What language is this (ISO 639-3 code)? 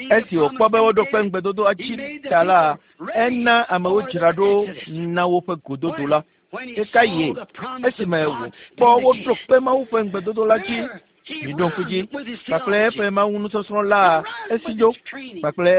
ewe